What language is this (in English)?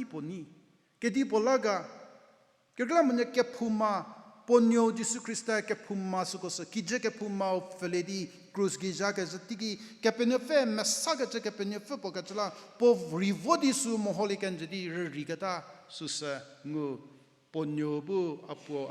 Angami Naga